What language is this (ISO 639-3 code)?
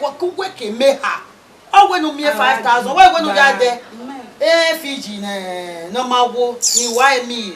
bin